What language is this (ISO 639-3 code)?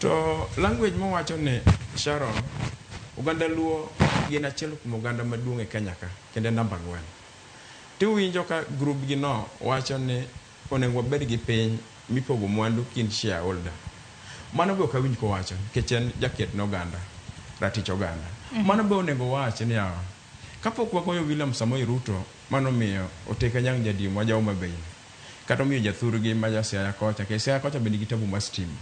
luo